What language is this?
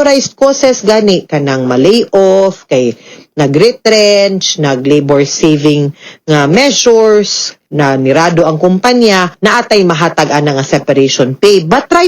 Cebuano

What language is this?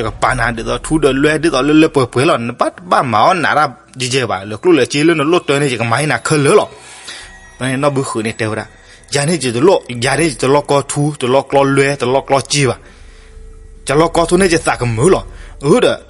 S'gaw Karen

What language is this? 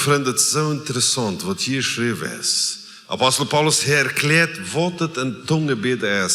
Plautdietsch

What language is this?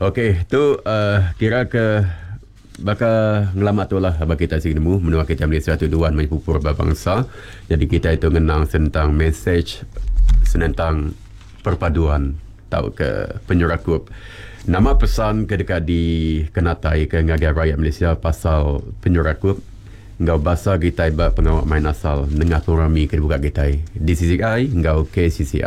Iban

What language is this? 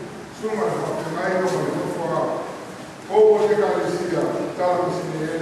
Samoan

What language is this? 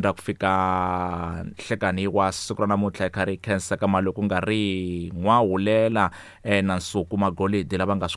Tsonga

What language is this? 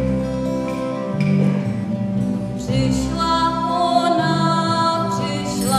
Czech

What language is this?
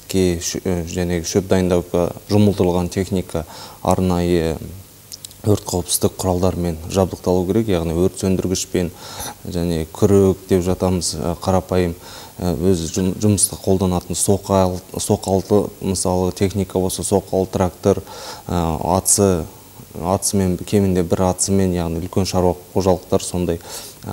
Kazakh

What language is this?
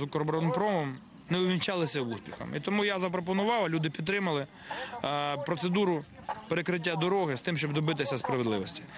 Ukrainian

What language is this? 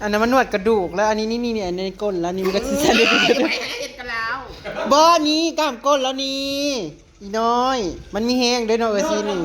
Northeastern Thai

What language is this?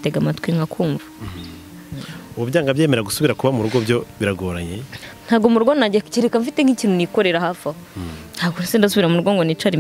Kinyarwanda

